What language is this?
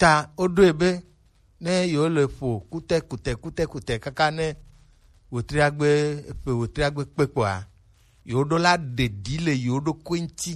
Gen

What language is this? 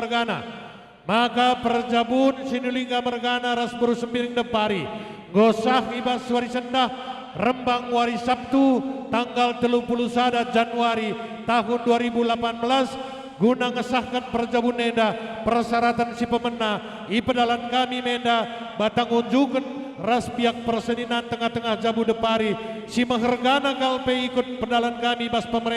Batak Karo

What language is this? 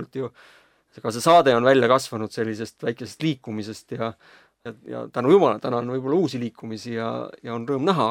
Estonian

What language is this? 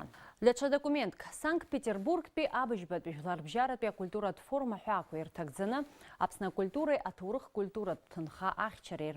Abkhazian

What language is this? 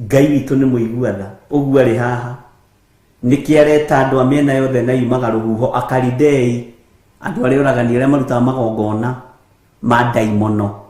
Kikuyu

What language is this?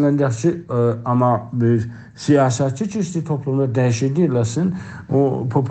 South Azerbaijani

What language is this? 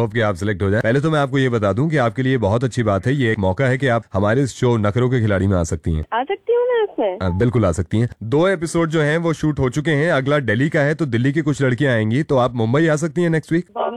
Hindi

